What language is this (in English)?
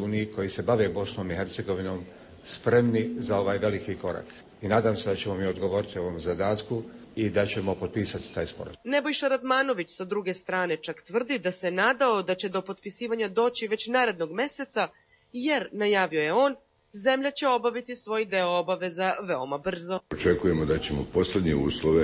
Bosnian